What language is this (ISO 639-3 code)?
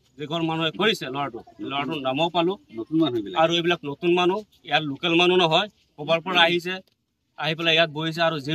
asm